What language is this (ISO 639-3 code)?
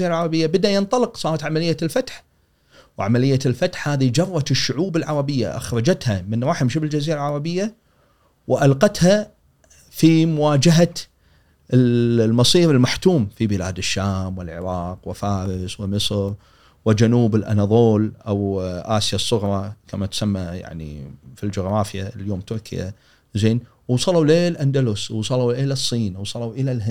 afb